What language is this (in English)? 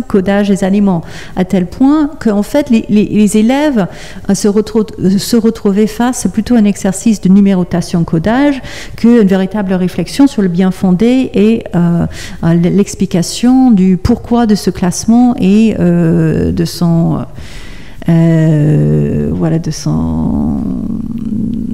French